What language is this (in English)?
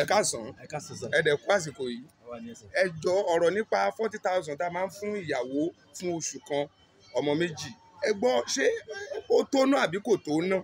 Yoruba